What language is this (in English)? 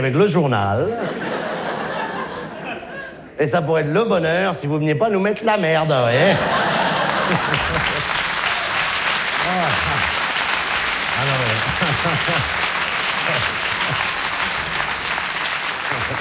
French